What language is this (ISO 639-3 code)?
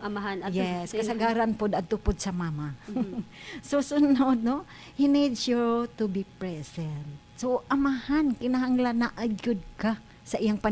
ceb